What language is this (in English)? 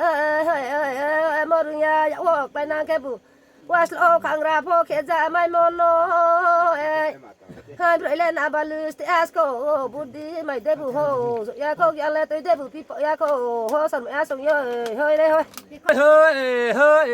Riang (India)